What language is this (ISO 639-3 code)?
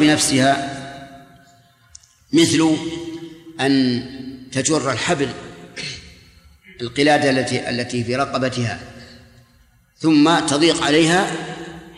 ara